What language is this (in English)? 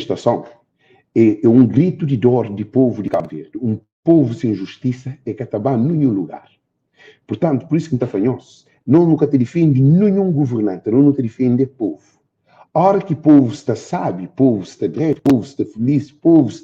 Kabuverdianu